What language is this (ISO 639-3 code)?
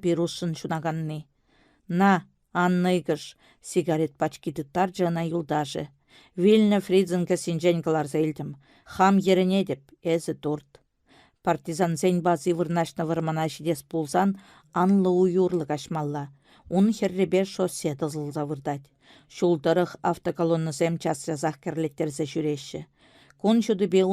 chv